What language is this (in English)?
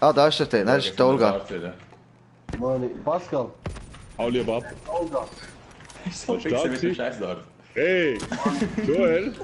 Swiss German